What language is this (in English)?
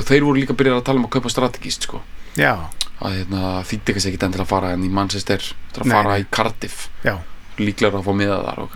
Icelandic